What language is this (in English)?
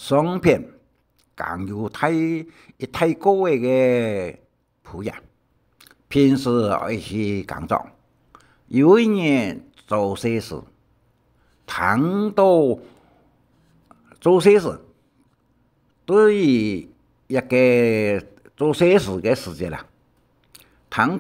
Hakka Chinese